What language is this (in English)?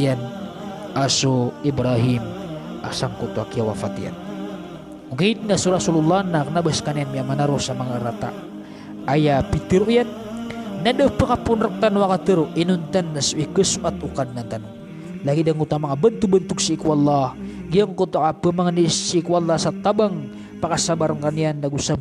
Maranao